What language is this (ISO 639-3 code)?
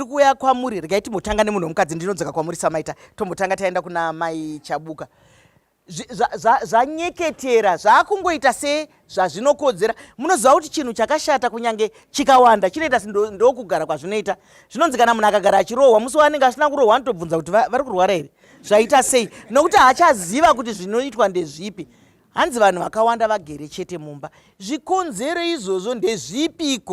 sna